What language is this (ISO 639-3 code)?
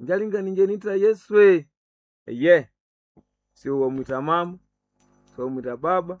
nnb